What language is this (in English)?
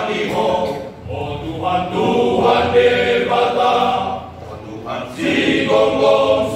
Batak Toba